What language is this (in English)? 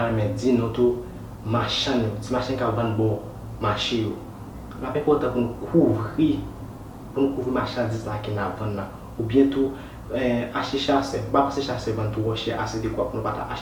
Haitian Creole